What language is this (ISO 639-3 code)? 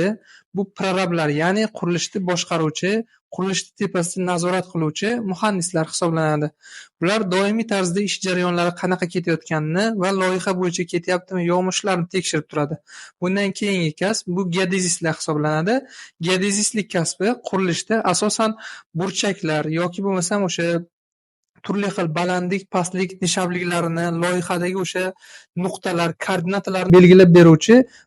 uzb